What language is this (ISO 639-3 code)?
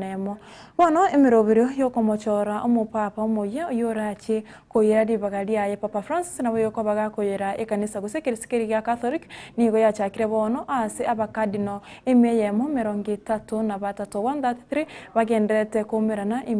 guz